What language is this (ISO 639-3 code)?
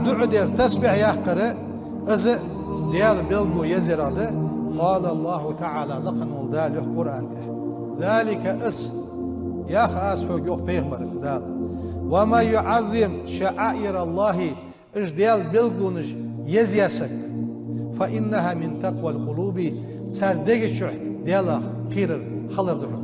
inh